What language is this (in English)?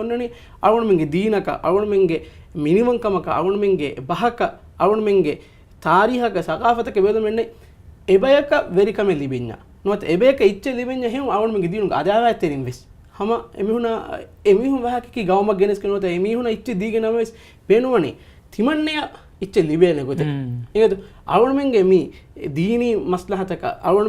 Divehi